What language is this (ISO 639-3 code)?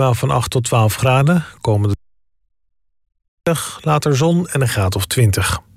nld